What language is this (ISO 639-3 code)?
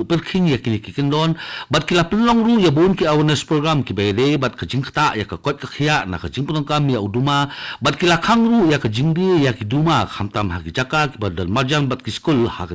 kha